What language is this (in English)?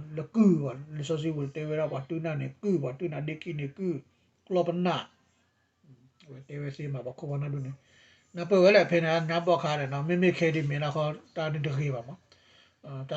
S'gaw Karen